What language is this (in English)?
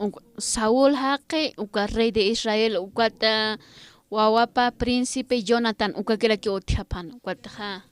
Aymara